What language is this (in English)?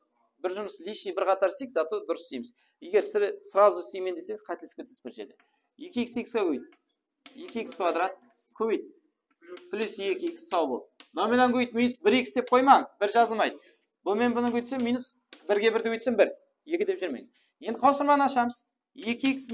Kara-Kalpak